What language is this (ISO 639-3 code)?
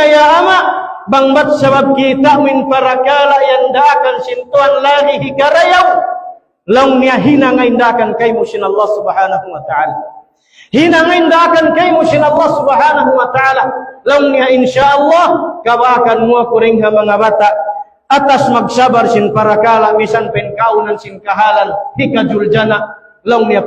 tsg